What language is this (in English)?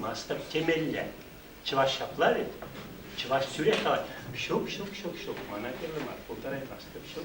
Chuvash